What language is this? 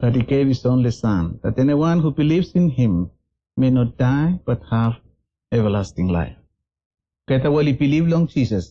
Bislama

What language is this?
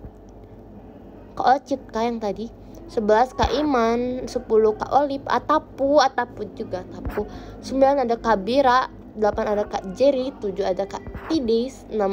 Indonesian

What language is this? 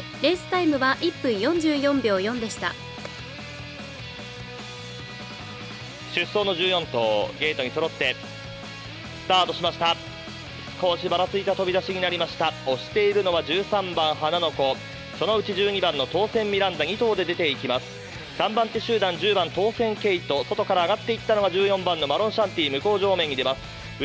Japanese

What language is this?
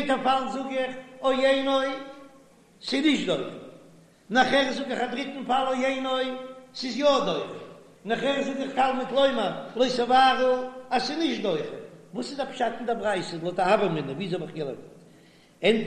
Yiddish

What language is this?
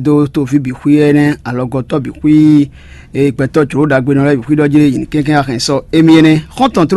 Fon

